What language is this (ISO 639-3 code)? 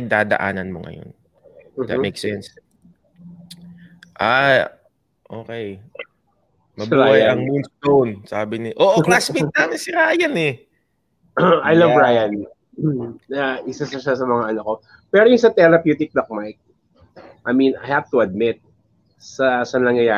fil